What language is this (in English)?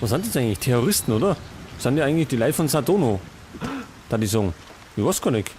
Bavarian